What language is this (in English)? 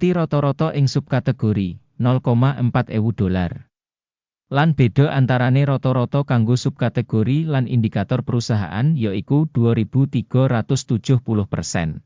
Javanese